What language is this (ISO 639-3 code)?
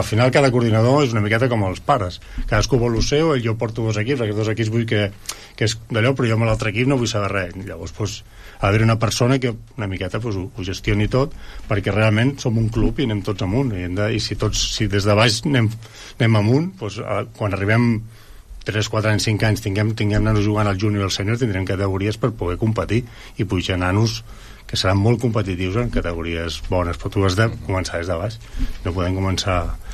cat